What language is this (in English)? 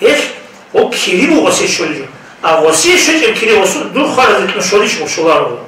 Avaric